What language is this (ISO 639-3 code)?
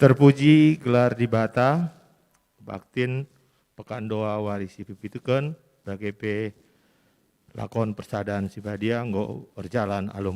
btx